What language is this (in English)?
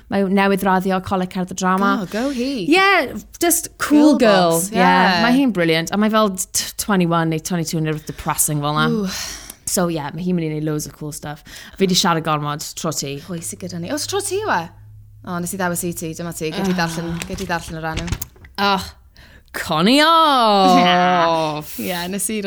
Welsh